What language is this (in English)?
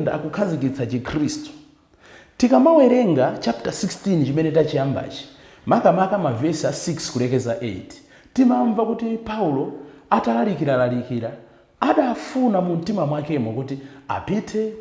Nyanja